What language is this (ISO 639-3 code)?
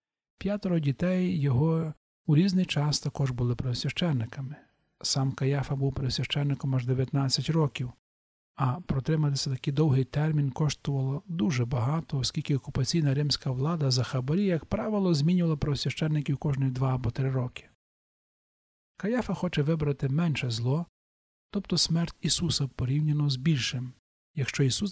ukr